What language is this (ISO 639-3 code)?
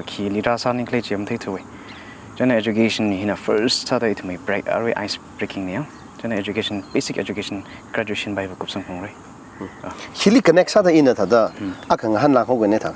nmf